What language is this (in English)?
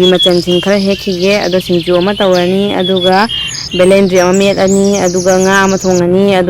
Manipuri